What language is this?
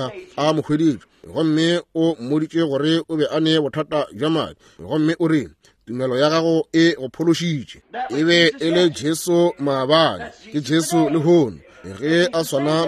Northern Sotho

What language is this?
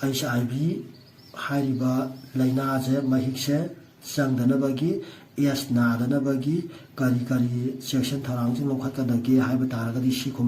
Manipuri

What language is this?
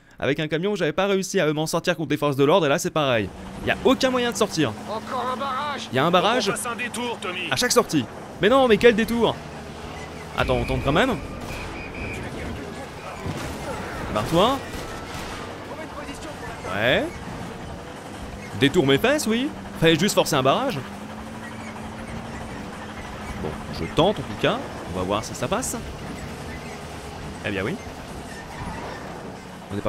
French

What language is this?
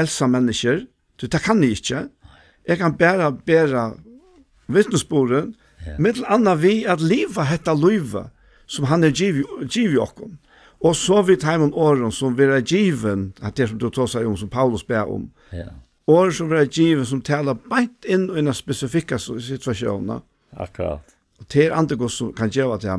Faroese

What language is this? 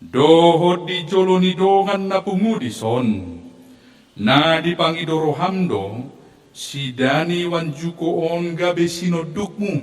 Batak Toba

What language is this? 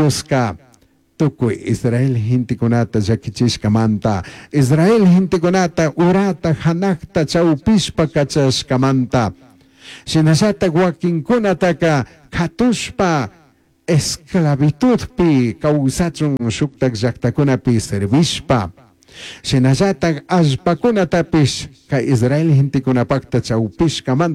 Chimborazo Highland Quichua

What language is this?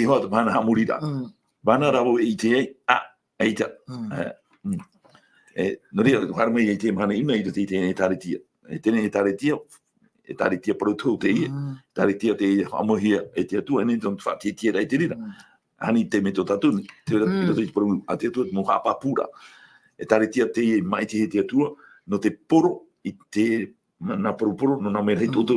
Tahitian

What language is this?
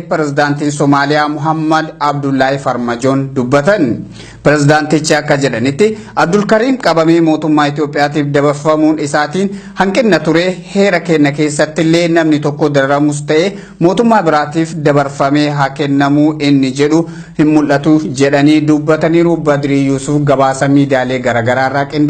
Oromo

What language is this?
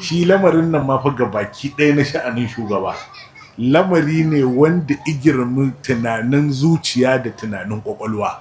Hausa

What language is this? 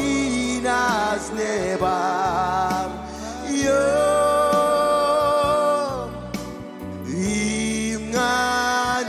Marshallese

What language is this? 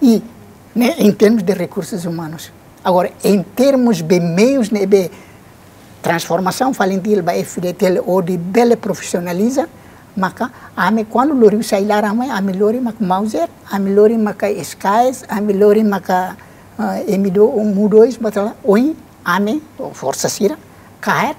Tetum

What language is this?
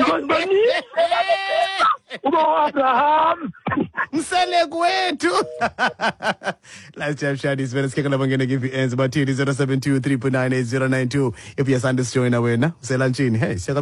Xhosa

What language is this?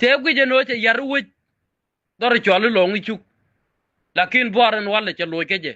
Nuer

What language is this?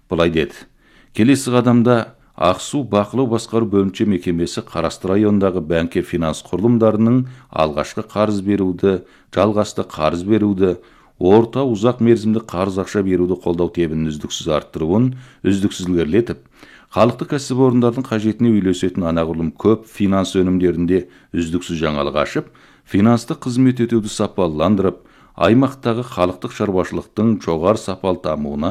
Kazakh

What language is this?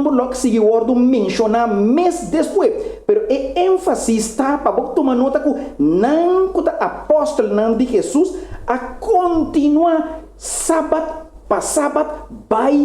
Papiamento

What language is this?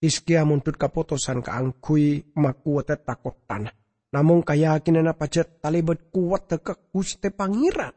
Madurese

